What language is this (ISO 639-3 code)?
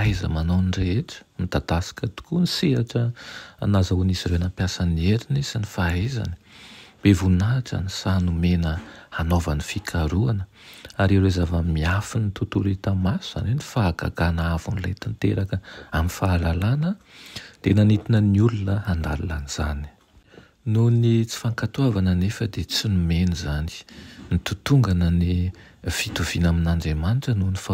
mlg